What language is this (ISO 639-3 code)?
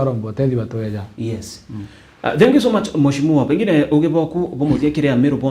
mer